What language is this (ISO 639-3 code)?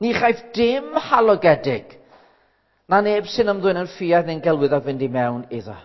cym